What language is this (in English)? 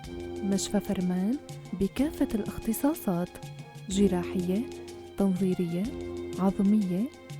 North Levantine Arabic